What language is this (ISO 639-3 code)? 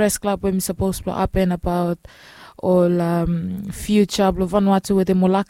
bis